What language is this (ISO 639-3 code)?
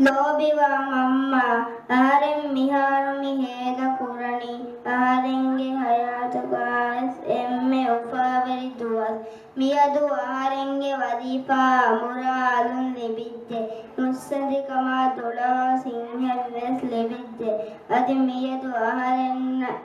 div